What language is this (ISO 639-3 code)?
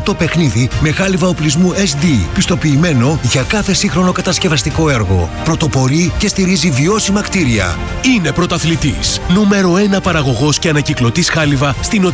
ell